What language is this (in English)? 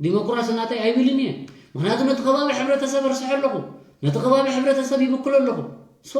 Tigrinya